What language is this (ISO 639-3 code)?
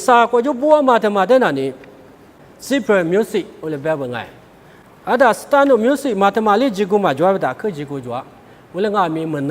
lis